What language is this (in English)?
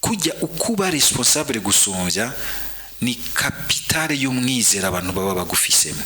Rundi